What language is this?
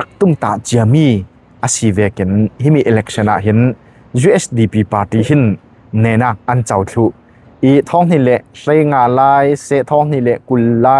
Falam Chin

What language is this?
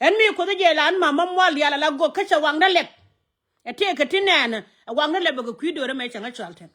Nuer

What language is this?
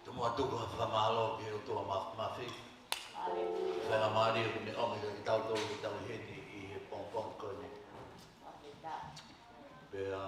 Tongan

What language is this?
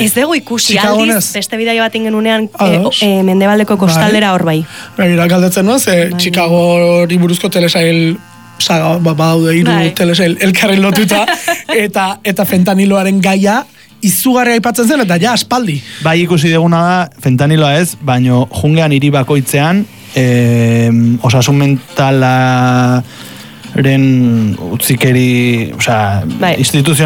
Basque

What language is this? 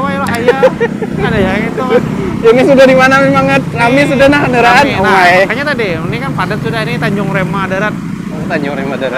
Banjar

